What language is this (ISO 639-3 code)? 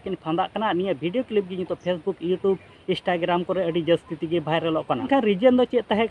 sat